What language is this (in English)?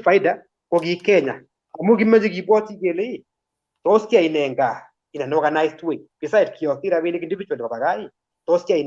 Kalenjin